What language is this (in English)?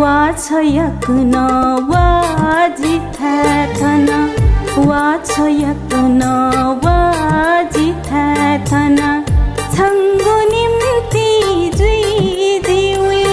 Newari